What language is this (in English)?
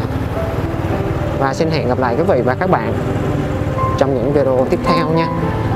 Vietnamese